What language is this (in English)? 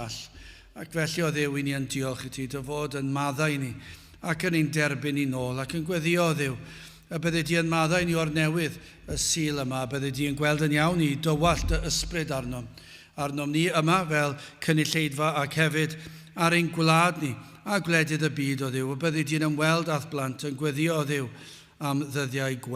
Welsh